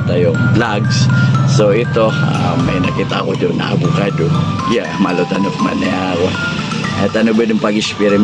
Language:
Maranao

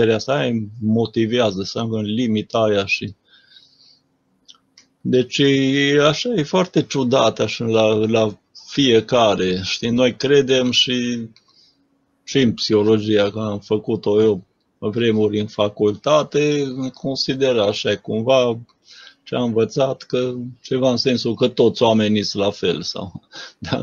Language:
Romanian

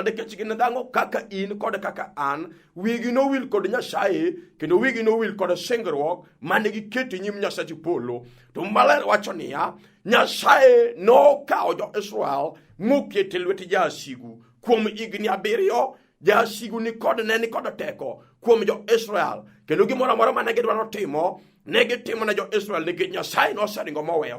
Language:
Luo (Kenya and Tanzania)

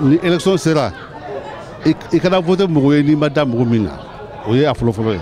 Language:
Bambara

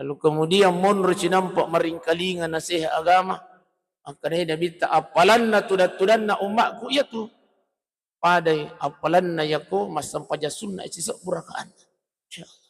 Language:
Buginese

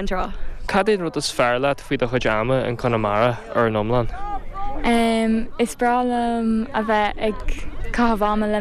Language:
Irish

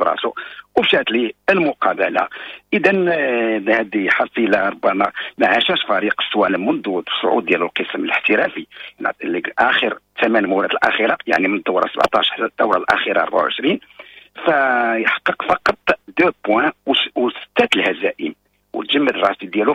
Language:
Moroccan Arabic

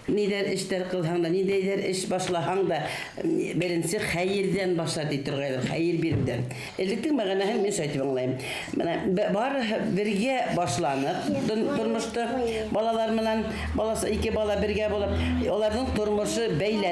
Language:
Bashkir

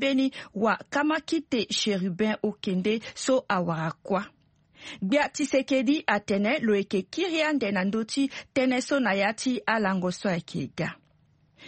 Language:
Sango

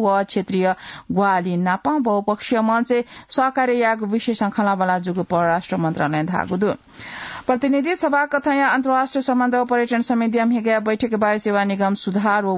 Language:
Newari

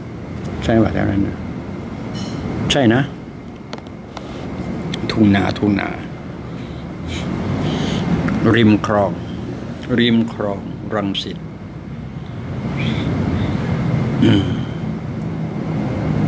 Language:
Thai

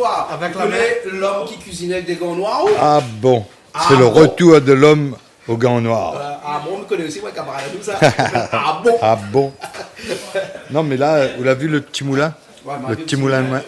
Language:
Réunion Creole French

